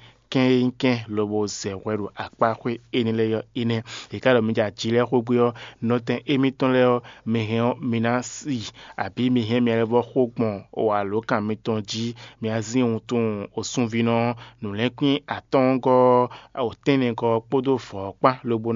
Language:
Fon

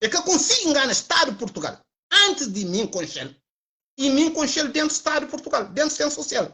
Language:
Kabuverdianu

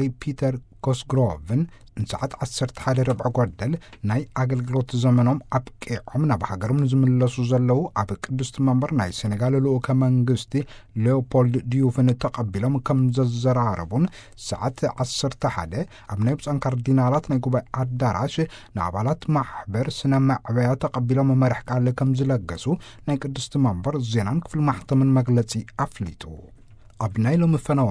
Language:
Tigrinya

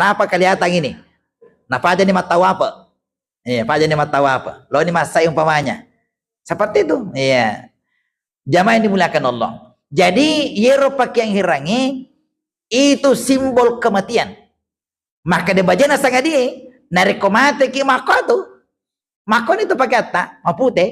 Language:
Buginese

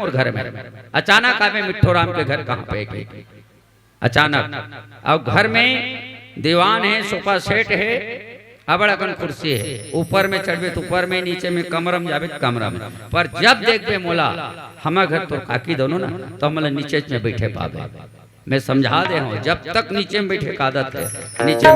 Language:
Chhattisgarhi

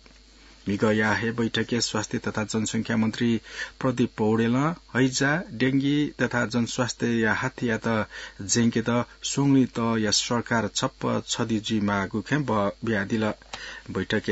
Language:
Newari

